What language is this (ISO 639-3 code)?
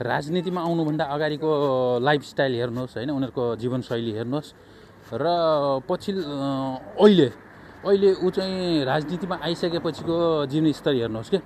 nep